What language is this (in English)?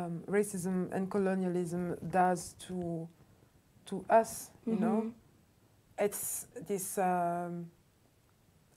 English